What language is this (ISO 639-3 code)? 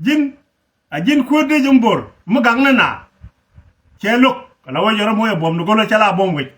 nus